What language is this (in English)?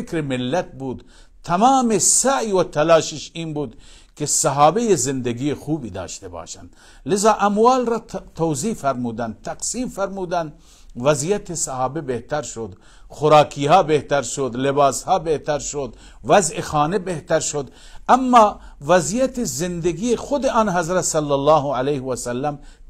Persian